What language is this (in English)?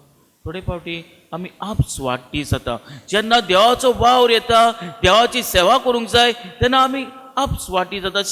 Konkani